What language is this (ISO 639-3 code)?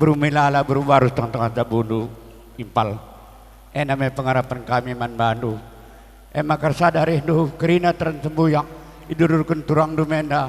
btx